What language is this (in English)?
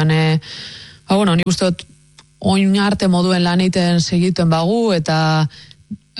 Basque